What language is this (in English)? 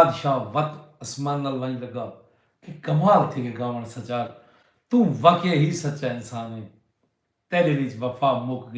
Saraiki